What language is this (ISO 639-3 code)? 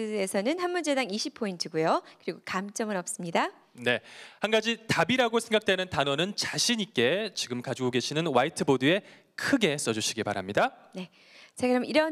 kor